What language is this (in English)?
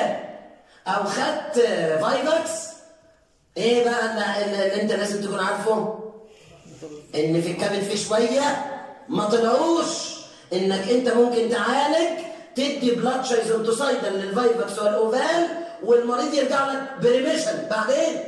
Egyptian Arabic